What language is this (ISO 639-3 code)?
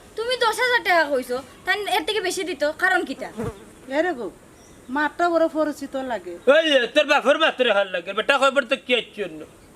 syl